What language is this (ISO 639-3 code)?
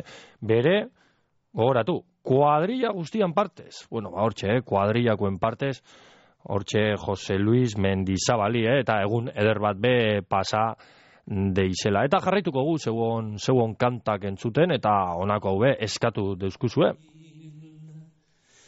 eus